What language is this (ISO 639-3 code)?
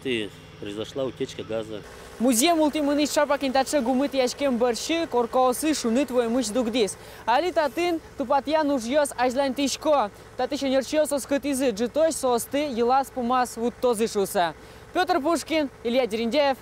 udm